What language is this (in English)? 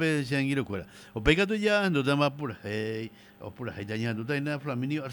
Guarani